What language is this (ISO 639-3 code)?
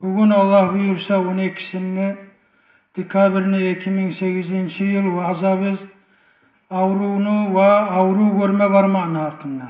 kum